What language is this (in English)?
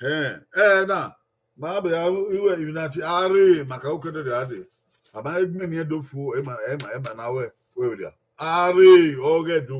Bini